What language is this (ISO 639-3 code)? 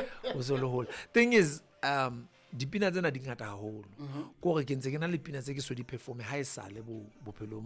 sot